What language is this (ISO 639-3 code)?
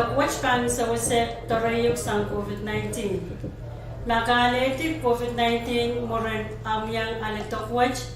pon